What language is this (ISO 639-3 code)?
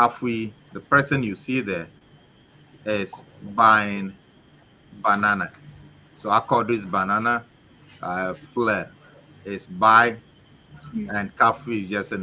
ewe